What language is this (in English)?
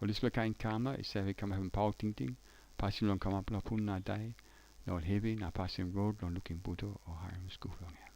Tok Pisin